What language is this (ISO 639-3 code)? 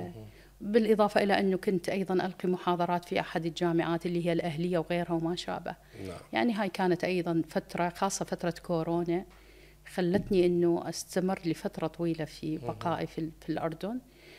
acm